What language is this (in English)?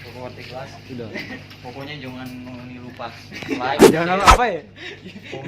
Manado Malay